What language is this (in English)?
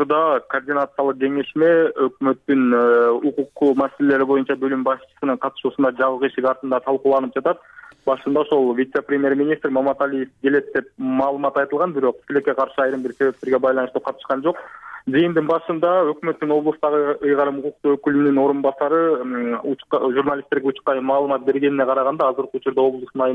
Kyrgyz